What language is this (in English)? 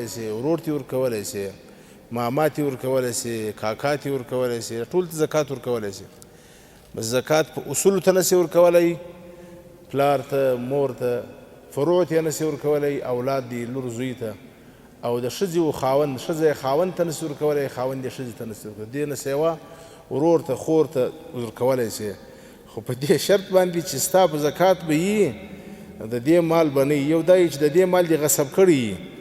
Pashto